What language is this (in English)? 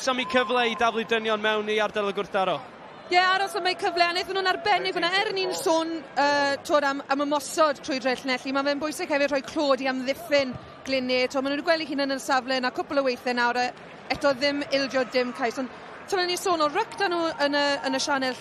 Welsh